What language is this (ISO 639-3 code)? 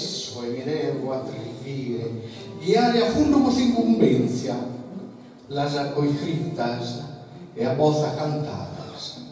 srd